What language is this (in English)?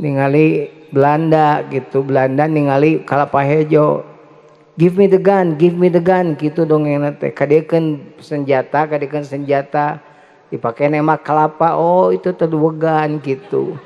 Sundanese